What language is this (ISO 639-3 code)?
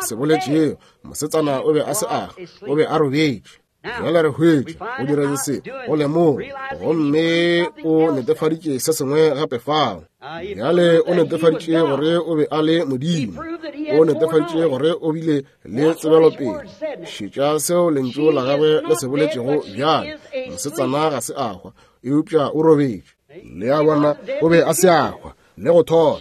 nso